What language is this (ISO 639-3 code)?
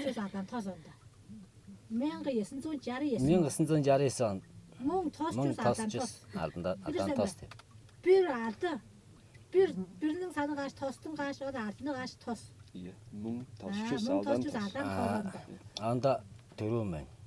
tyv